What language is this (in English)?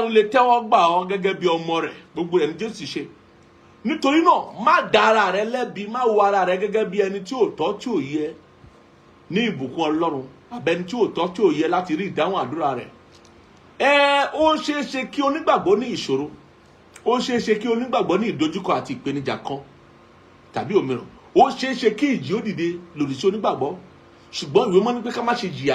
Yoruba